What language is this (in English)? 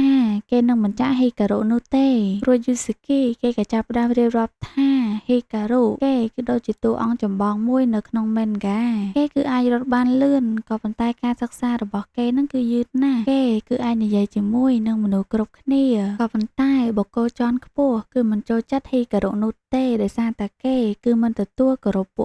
Khmer